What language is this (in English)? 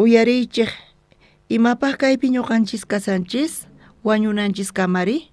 South Bolivian Quechua